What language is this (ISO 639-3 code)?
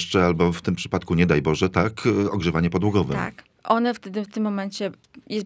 pol